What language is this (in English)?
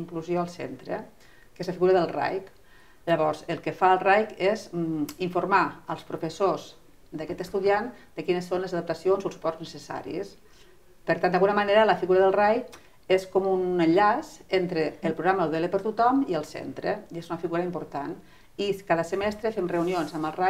Catalan